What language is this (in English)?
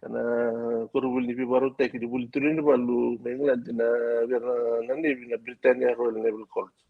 Fijian